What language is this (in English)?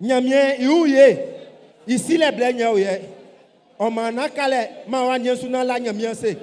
Baoulé